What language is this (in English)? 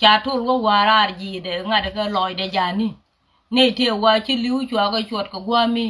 Nuer